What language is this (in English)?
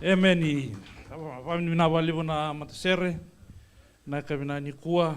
Fijian